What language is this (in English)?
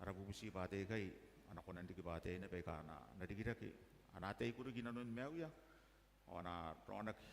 Gilbertese